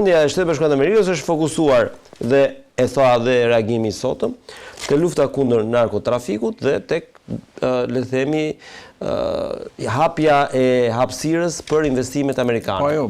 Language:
Albanian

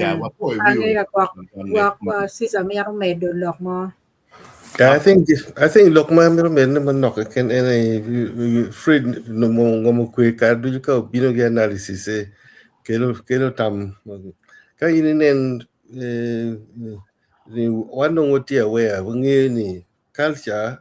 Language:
Acoli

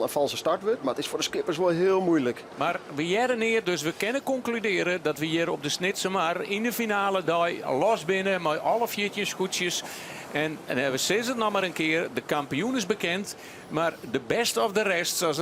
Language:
Western Frisian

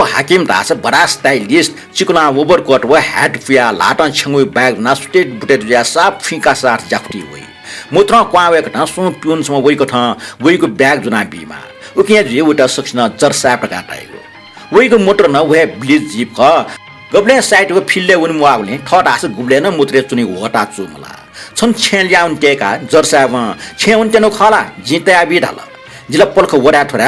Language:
Newari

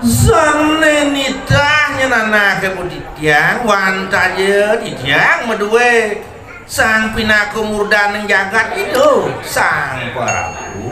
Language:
Balinese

